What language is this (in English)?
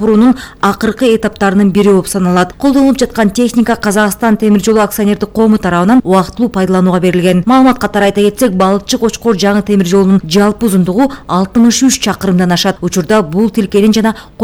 Kyrgyz